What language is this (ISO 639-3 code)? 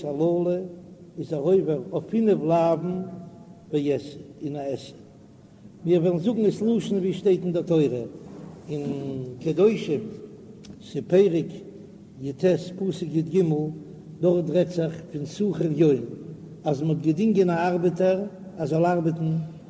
yid